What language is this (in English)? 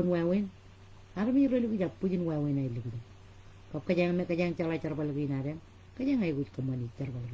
Marshallese